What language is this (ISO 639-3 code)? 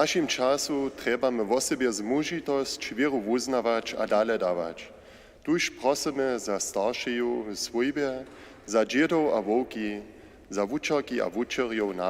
hsb